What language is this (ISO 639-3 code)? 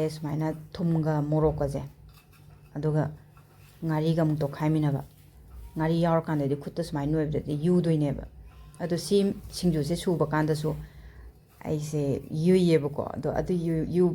mni